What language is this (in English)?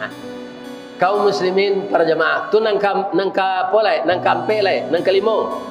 Minangkabau